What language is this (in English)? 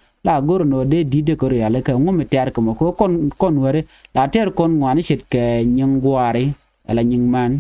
Nuer